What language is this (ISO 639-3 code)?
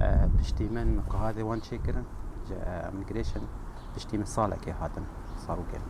kur